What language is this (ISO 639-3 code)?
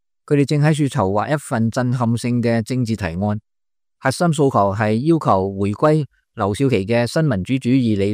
yue